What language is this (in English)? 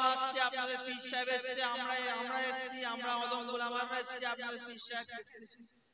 Bangla